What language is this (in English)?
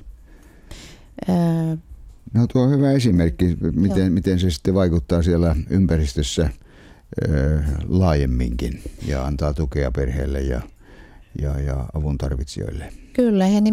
Finnish